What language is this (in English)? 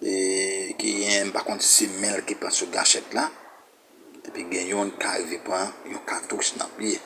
Haitian Creole